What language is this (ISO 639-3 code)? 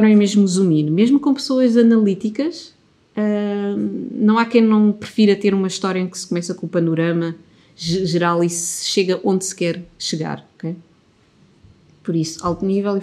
por